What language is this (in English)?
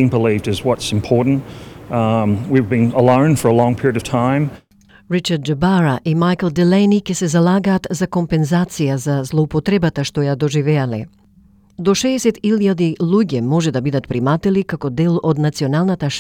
Macedonian